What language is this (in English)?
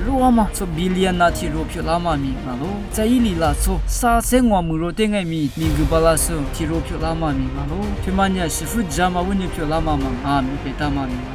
Lisu